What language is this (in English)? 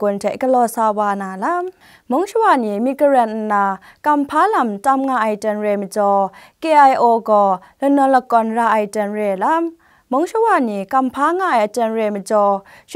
Kachin